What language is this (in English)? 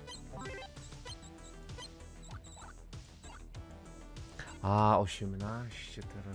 Polish